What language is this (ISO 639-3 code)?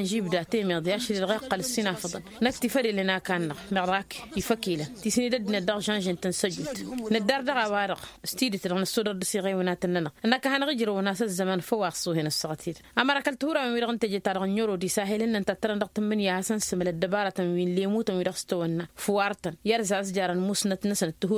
taq